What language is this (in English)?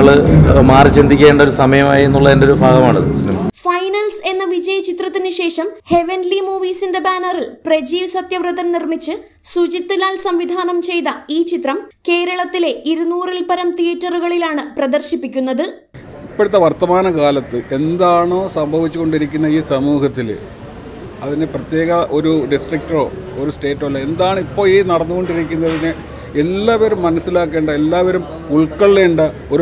Malayalam